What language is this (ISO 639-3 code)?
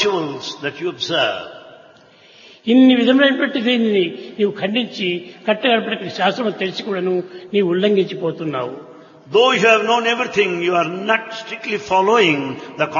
tel